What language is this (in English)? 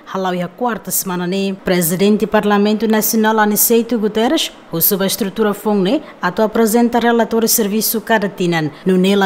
Tetum